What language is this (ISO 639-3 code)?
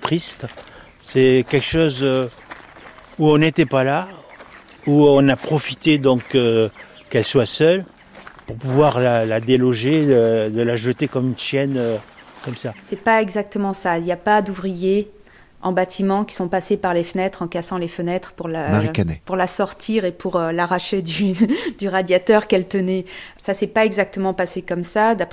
fra